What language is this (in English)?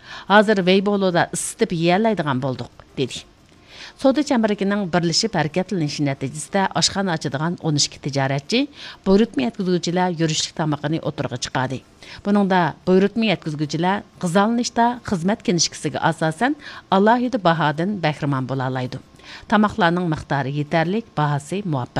Uyghur